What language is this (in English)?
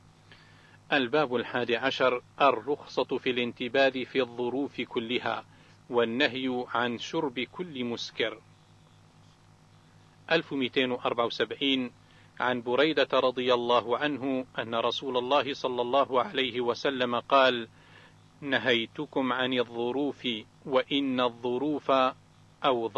Arabic